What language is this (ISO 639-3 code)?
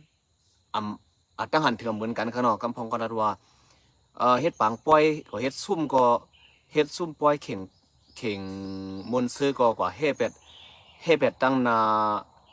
shn